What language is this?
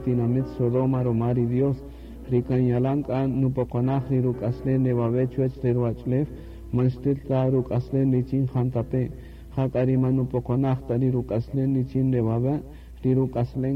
Kaqchikel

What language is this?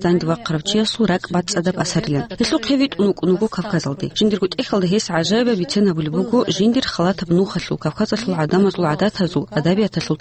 Avaric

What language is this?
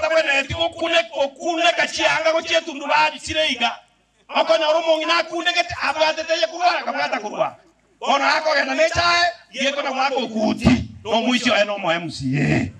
Gusii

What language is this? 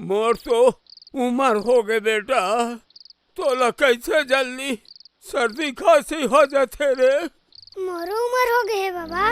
Chhattisgarhi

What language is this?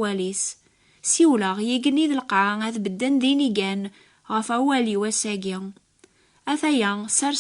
Kabyle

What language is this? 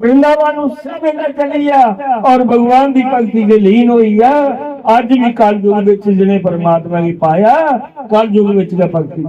Dogri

